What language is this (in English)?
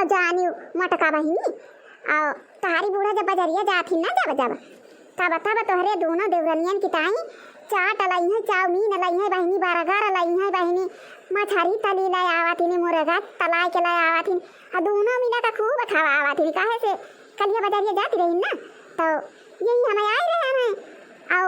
Awadhi